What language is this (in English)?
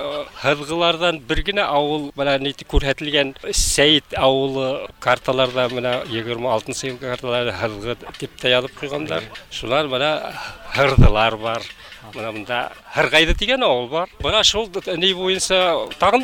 Bashkir